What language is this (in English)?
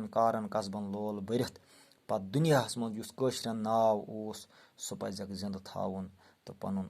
Kashmiri